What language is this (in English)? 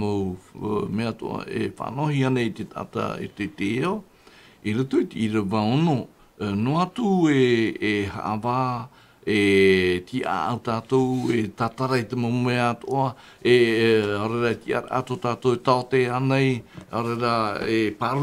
Tahitian